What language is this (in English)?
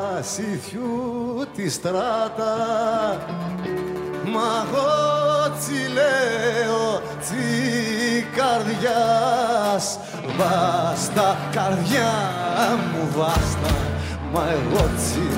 Greek